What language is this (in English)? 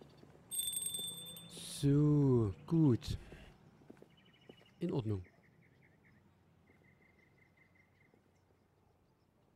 German